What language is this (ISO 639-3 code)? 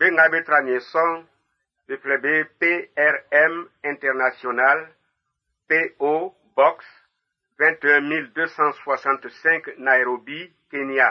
bci